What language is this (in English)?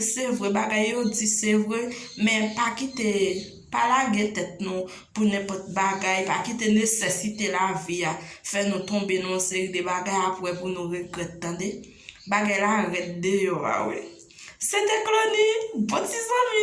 Haitian Creole